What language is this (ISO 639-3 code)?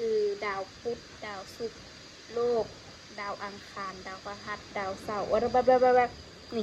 lao